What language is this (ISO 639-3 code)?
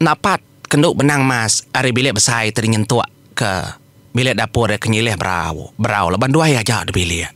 iba